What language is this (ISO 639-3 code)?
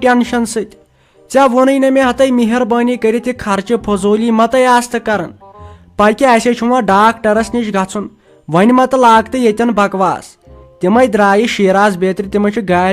kas